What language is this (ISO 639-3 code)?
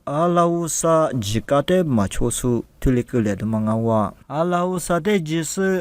lis